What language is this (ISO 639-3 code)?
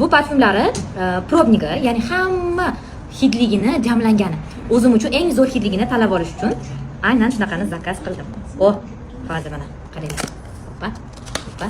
uzb